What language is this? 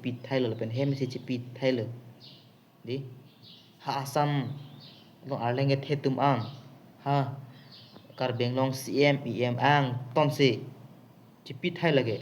Karbi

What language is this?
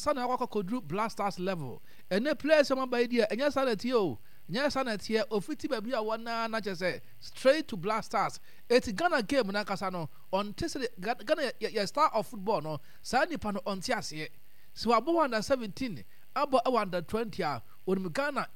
Akan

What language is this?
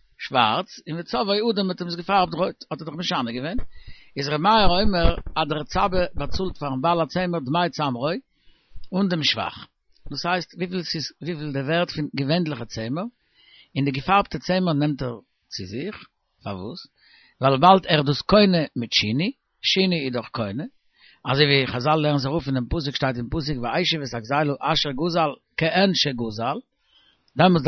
Yiddish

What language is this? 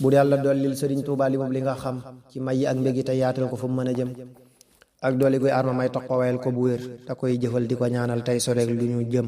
Wolof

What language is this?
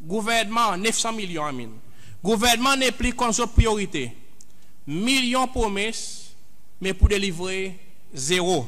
Seselwa Creole French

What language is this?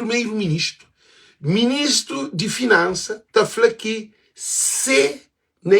Kabuverdianu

